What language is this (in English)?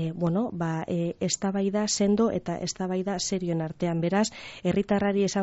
Basque